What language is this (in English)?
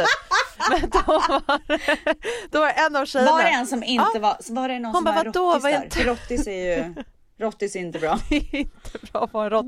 Swedish